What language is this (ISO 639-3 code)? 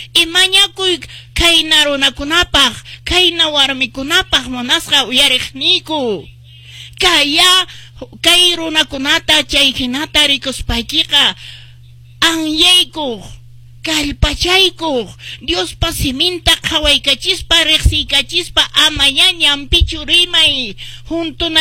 que